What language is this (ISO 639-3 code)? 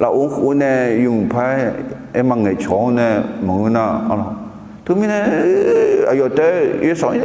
ahk